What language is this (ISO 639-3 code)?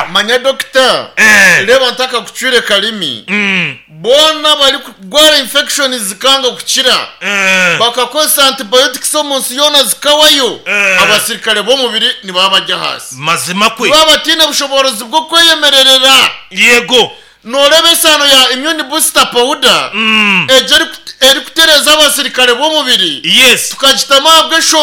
nyn